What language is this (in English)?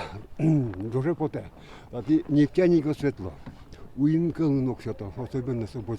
Udmurt